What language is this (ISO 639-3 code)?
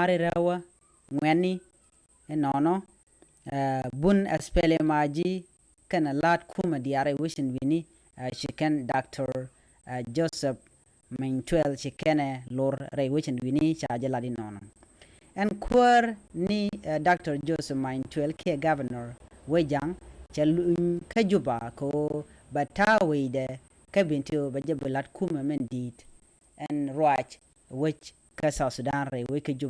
nus